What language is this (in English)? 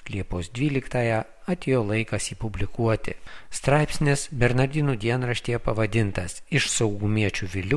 Lithuanian